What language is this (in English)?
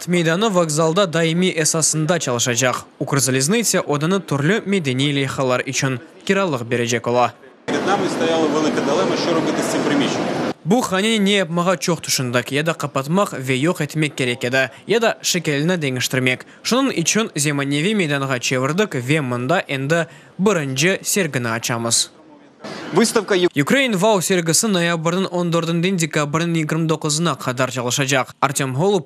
Crimean Tatar